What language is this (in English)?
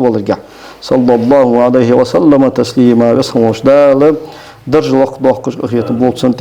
Ingush